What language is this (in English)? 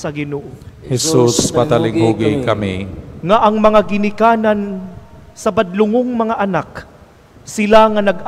Cebuano